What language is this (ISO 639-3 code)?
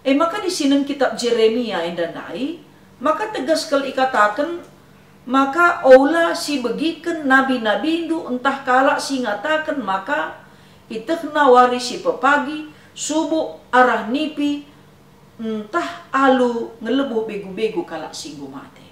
btx